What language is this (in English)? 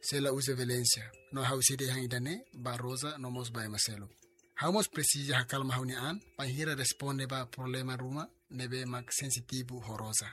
Tetum